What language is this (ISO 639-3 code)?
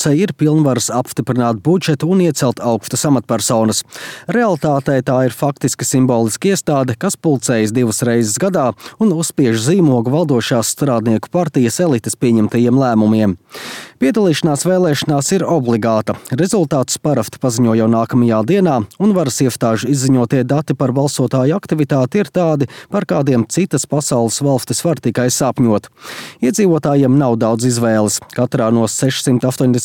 lav